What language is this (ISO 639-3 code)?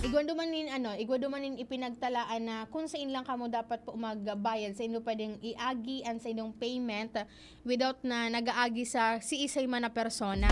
bik